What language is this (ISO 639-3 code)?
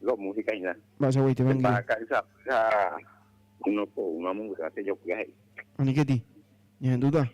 grn